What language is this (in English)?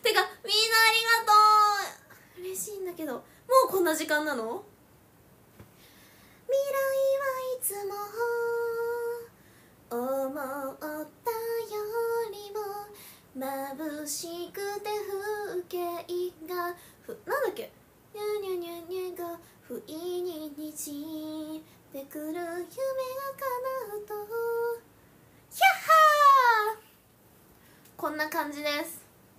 Japanese